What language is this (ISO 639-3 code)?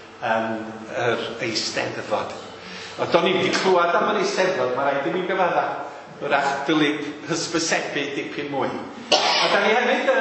cym